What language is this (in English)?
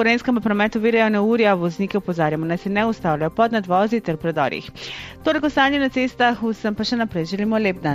Slovenian